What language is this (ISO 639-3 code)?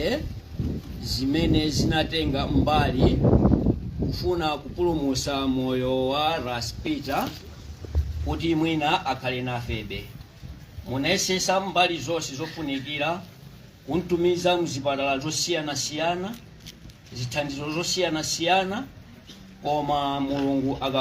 nya